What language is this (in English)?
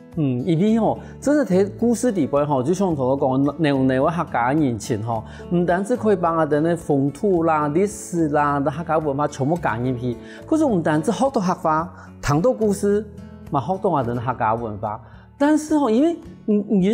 Hakka Chinese